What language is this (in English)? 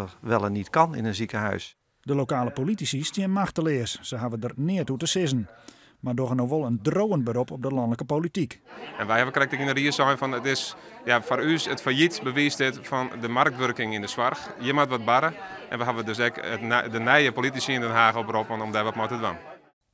Western Frisian